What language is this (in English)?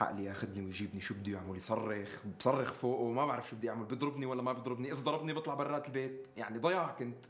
North Levantine Arabic